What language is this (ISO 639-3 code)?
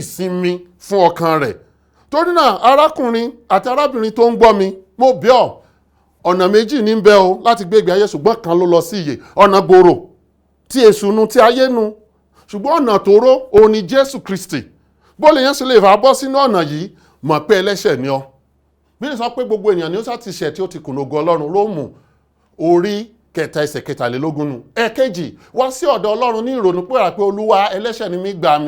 yor